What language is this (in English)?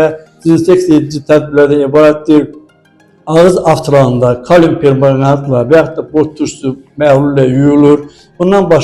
Azerbaijani